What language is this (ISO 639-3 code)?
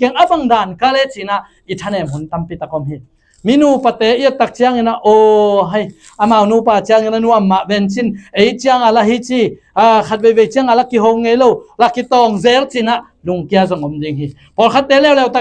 ctd